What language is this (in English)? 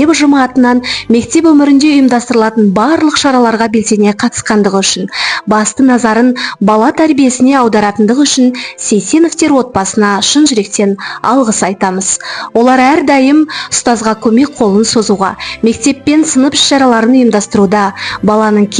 Kazakh